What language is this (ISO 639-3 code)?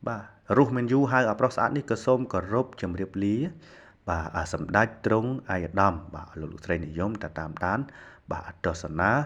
khm